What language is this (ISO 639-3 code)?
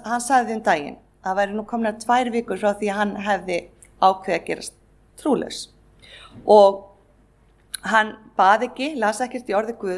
isl